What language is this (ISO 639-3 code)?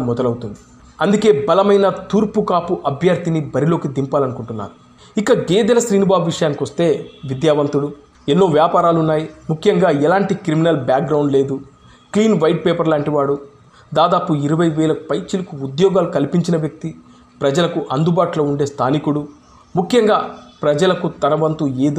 tel